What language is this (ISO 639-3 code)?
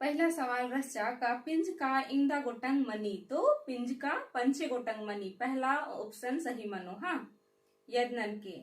kru